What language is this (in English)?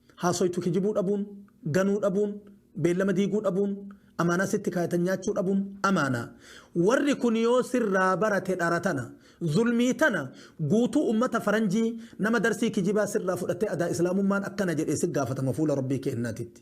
Oromo